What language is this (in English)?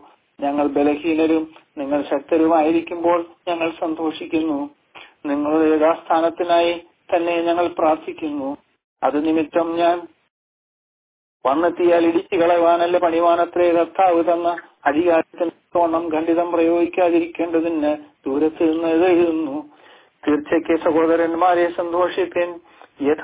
Malayalam